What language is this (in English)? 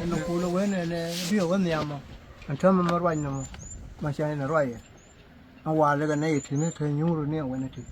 Nuer